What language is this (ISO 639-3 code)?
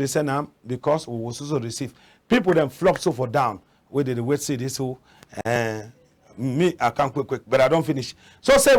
wes